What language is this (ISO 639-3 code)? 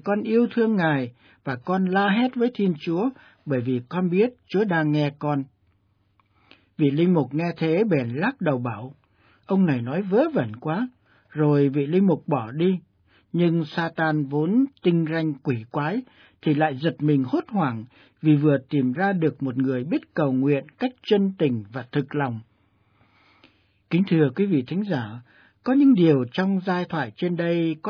vie